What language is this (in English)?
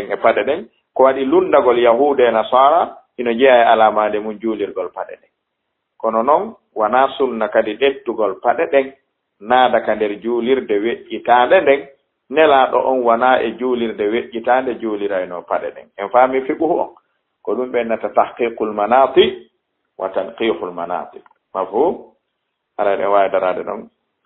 Fula